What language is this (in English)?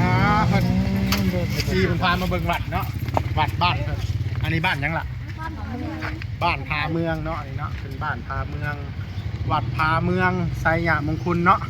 Northeastern Thai